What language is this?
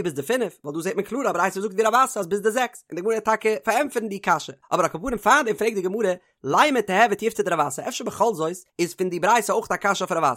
Yiddish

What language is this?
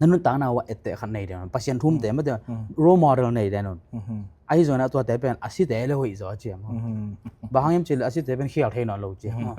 Tedim Chin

